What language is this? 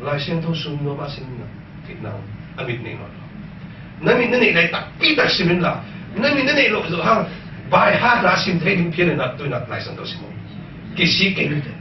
Tedim Chin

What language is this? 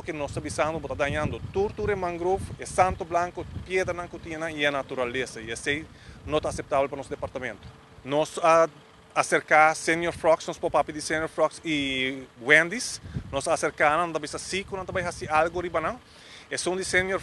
Papiamento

